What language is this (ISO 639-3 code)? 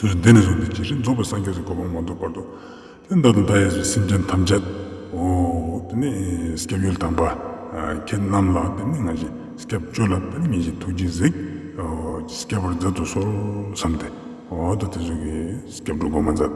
lbj